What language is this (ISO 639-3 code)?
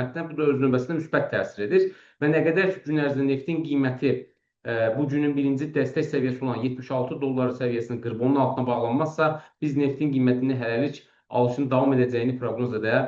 aze